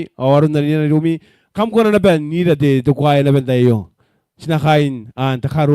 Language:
Gilbertese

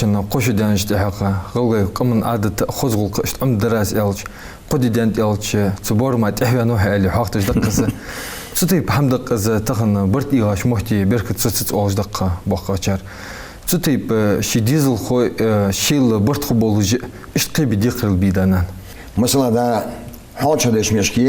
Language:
Ingush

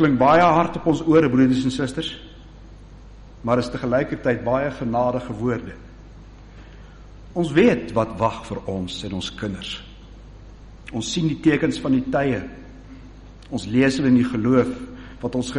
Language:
Afrikaans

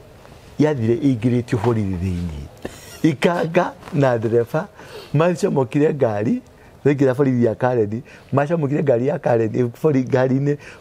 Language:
Kikuyu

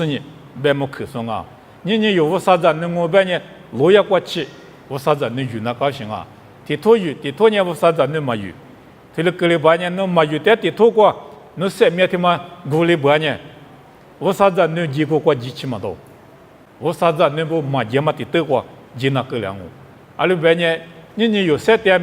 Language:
Lisu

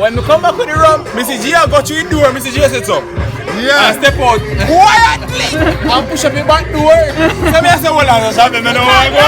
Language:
Jamaican Creole English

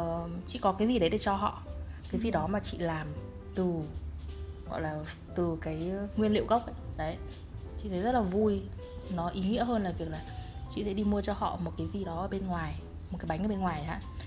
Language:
Vietnamese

